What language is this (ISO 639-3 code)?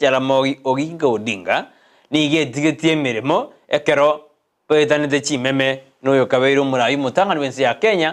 guz